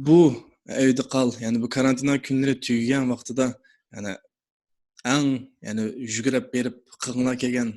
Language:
Uyghur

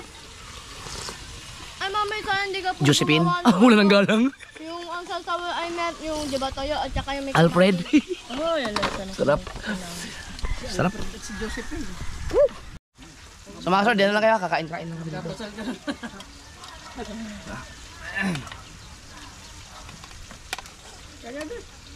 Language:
Filipino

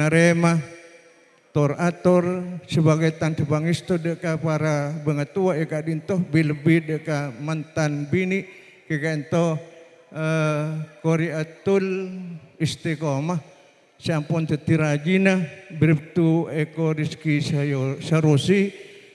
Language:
Madurese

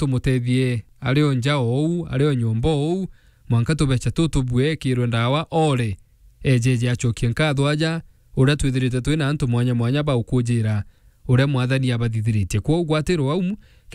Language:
Meru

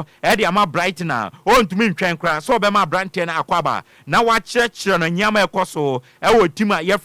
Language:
Akan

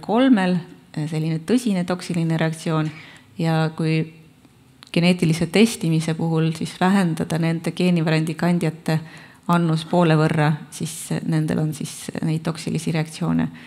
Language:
Estonian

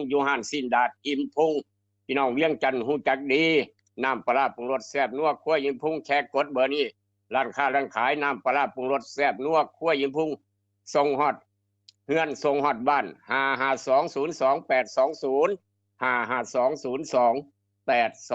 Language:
Northeastern Thai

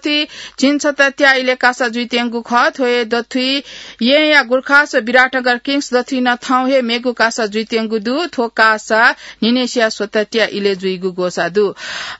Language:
Newari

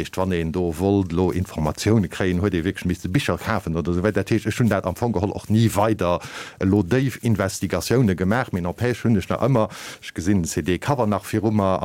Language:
Luxembourgish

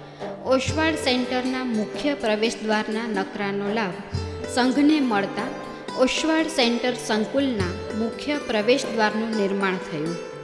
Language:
Gujarati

